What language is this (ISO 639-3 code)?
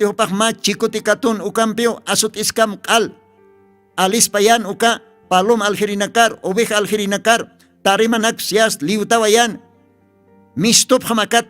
aym